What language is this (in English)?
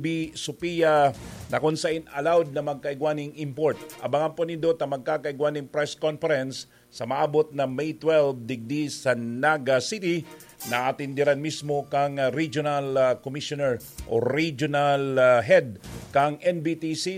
Bikol